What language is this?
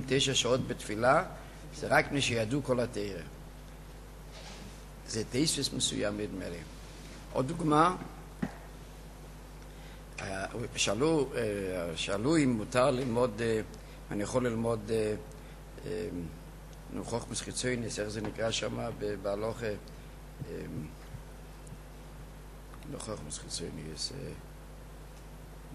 Hebrew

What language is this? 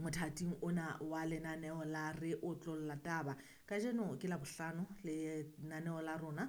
Southern Sotho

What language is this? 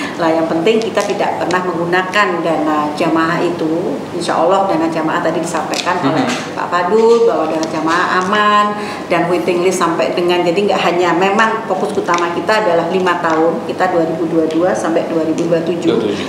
Indonesian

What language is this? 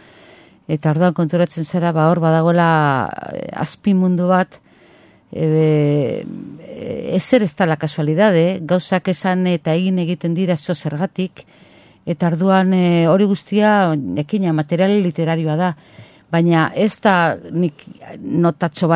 Basque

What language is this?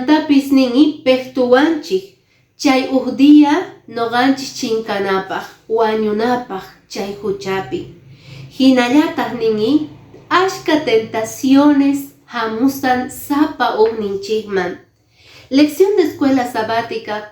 Quechua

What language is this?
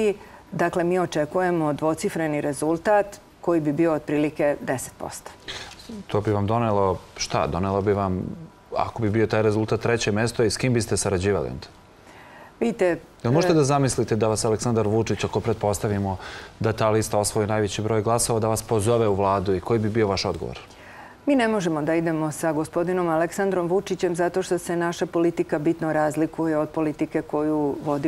Serbian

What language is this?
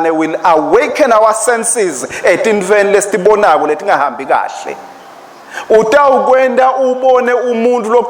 Swati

